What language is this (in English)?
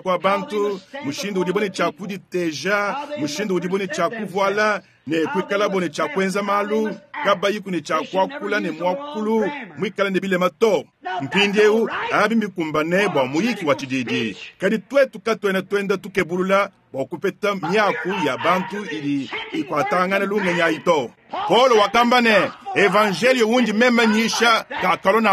Luba-Lulua